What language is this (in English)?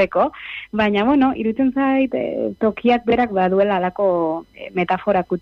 Basque